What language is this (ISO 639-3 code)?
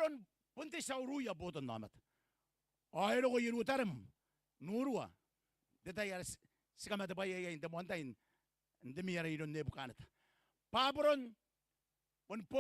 gil